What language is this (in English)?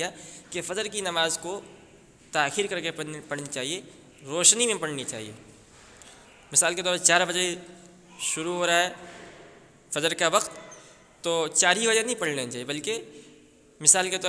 Urdu